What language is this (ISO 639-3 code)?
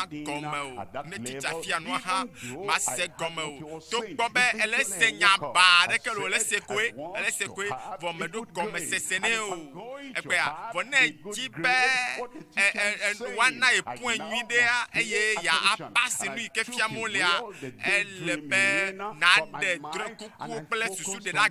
ewe